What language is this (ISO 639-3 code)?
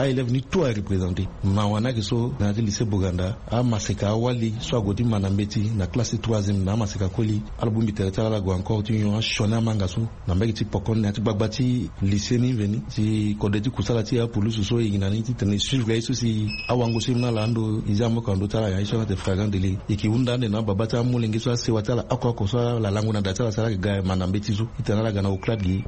sag